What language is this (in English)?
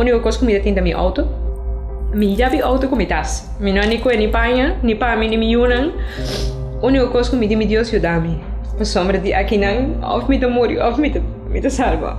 Papiamento